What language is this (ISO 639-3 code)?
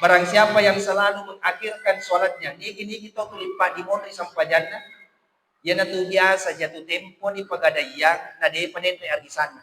bug